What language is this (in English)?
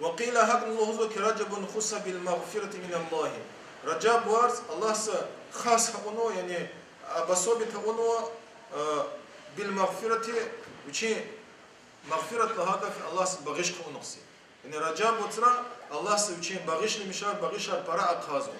Lezghian